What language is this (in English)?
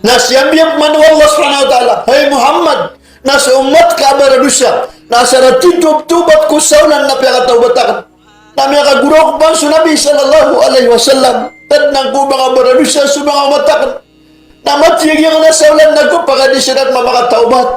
Maranao